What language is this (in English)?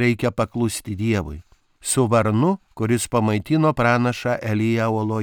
Lithuanian